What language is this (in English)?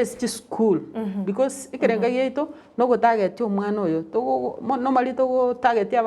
Gusii